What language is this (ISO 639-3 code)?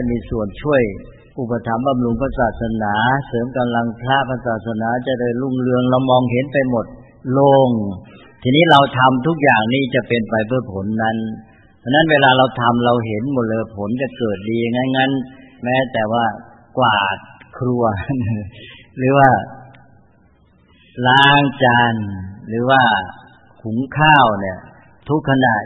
tha